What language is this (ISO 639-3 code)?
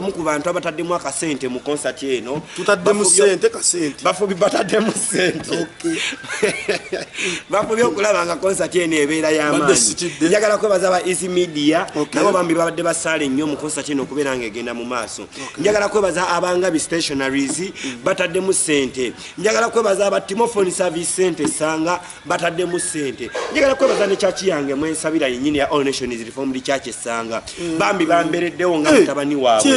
lug